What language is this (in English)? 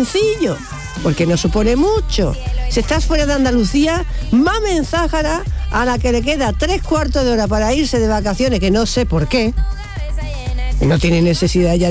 Spanish